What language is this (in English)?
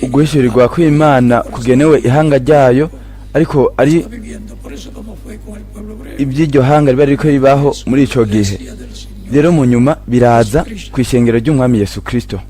Rundi